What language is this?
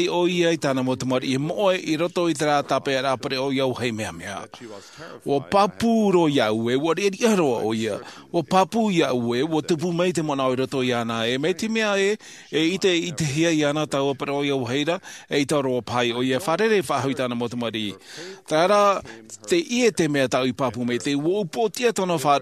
Tahitian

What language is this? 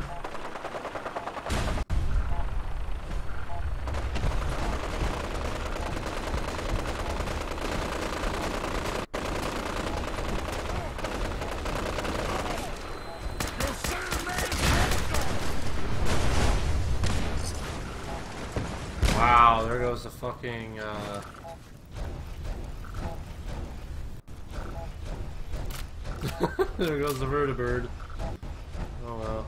English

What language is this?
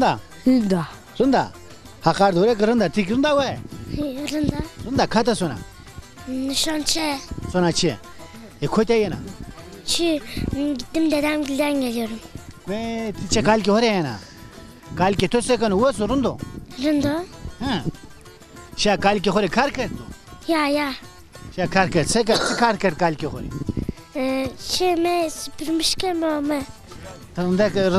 Zaza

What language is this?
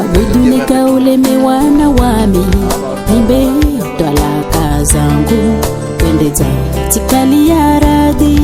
Réunion Creole French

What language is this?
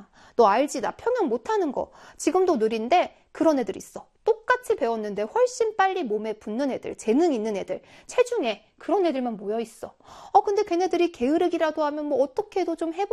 Korean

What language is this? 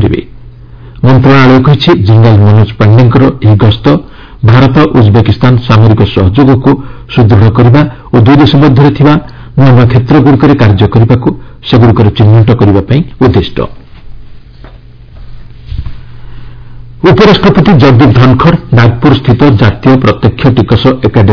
Odia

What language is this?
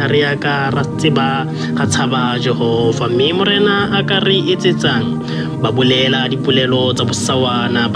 Southern Sotho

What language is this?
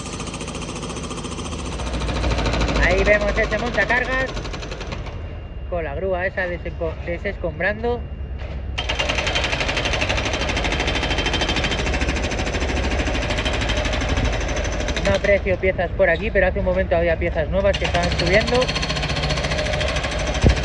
Spanish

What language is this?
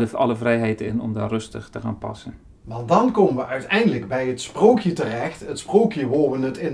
Limburgish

